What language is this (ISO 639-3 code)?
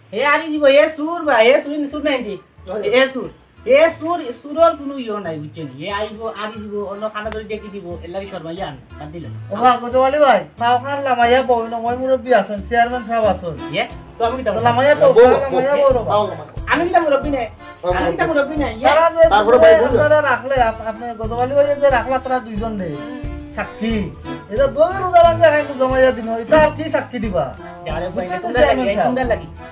syl